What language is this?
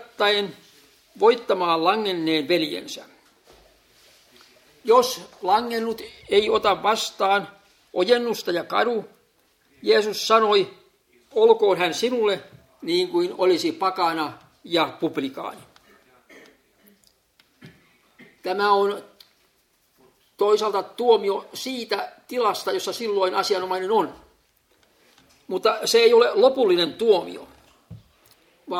Finnish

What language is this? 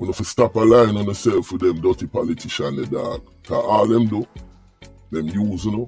Jamaican Creole English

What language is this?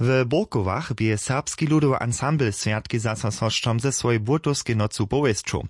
Upper Sorbian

